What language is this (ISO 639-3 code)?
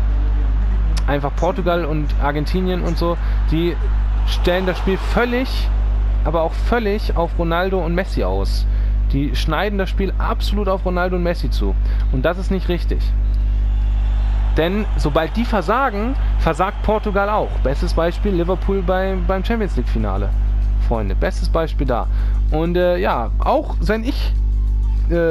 deu